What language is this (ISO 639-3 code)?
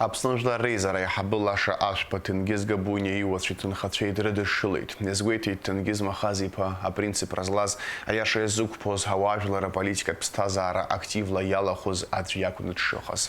abk